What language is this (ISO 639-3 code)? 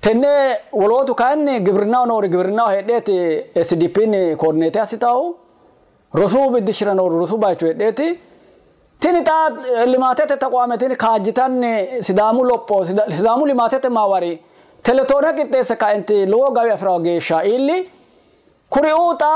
sid